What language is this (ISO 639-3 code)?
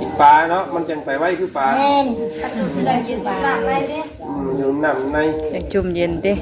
tts